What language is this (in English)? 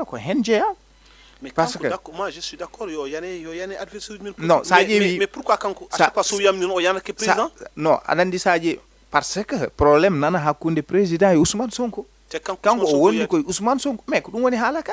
Fula